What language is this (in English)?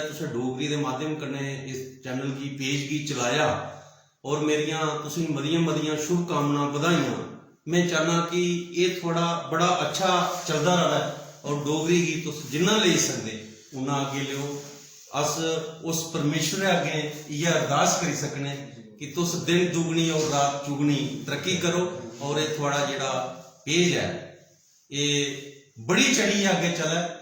Dogri